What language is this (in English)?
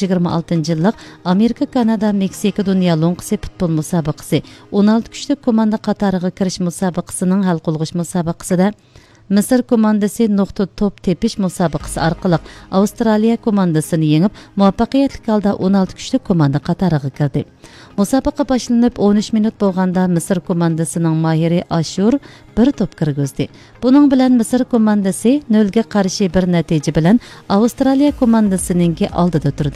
Uyghur